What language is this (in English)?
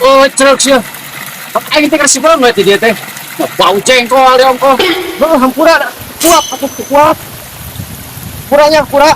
Sundanese